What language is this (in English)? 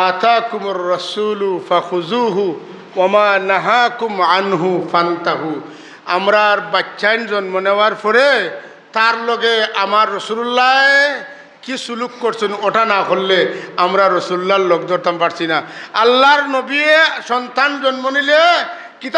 Sylheti